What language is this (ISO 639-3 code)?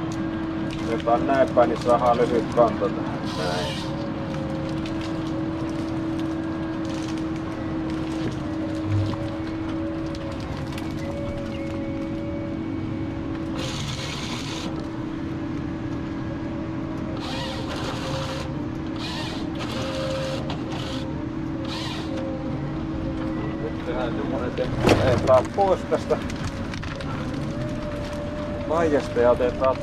fin